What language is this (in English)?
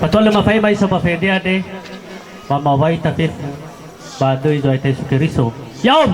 Nias